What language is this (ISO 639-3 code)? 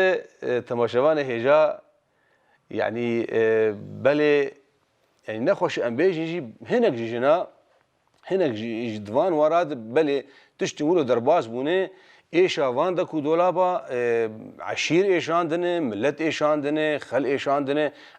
kur